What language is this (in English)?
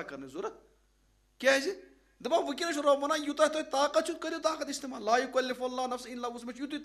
Kashmiri